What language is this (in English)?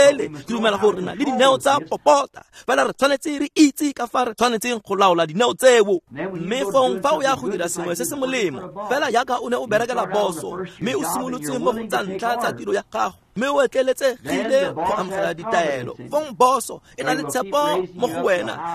Tswana